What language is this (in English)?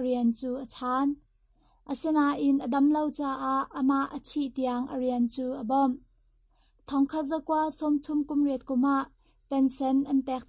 Hakha Chin